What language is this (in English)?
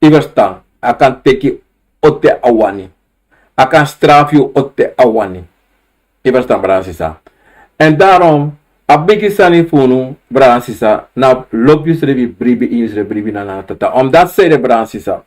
Sranan Tongo